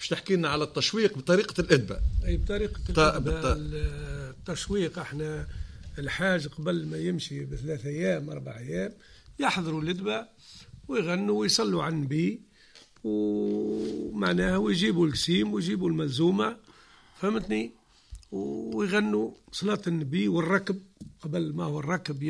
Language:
Tunisian Arabic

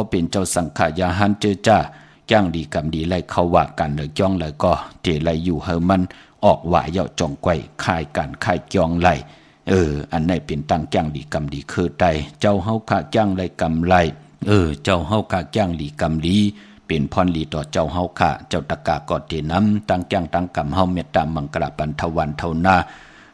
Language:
Shan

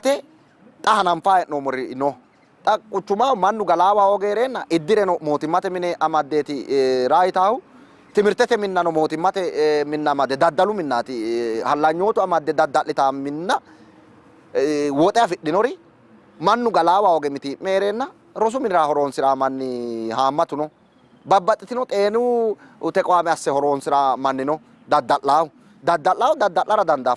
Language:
Sidamo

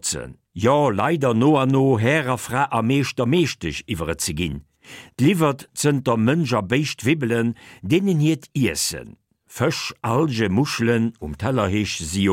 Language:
Luxembourgish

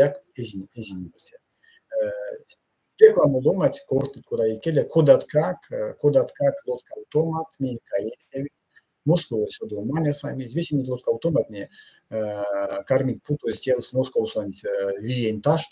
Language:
Erzya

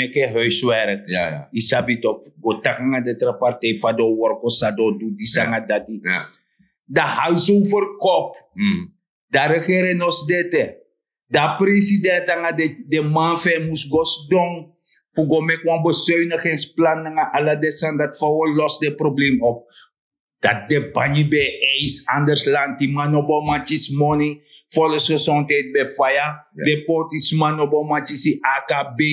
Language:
Sranan Tongo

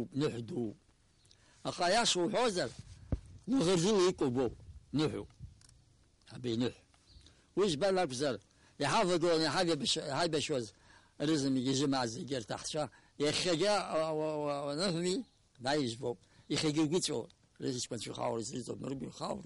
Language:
Abkhazian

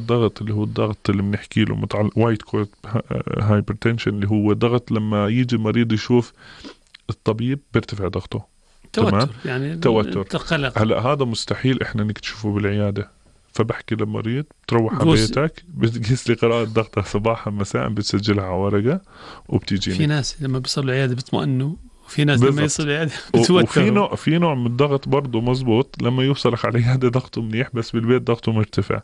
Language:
North Levantine Arabic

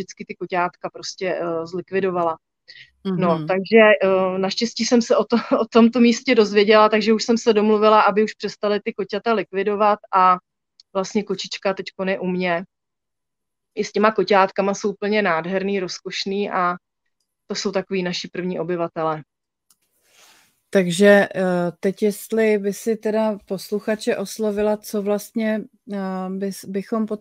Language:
Czech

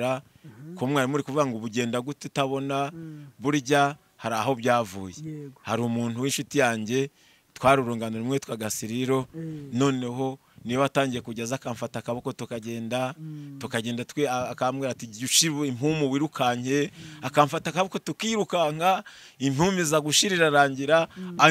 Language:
Kinyarwanda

